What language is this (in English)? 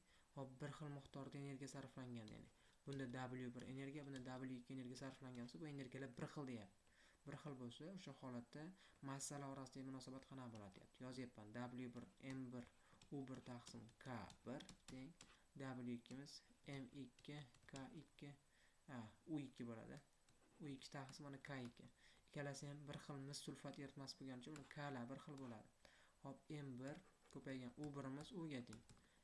Uzbek